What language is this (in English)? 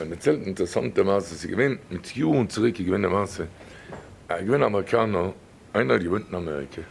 Yiddish